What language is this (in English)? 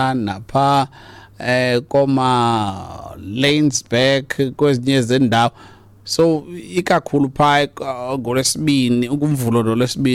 Xhosa